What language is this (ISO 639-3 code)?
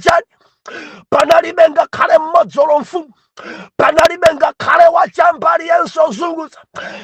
nya